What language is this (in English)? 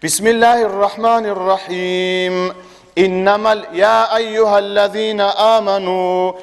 Avaric